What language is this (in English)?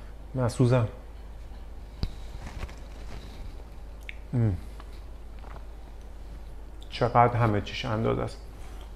Persian